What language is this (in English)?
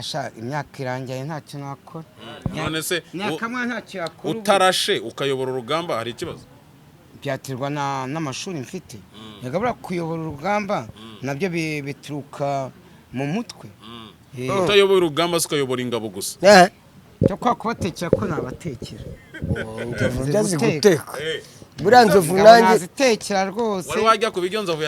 Kinyarwanda